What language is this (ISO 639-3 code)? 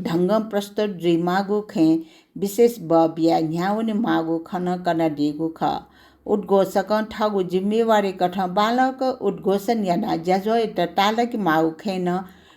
new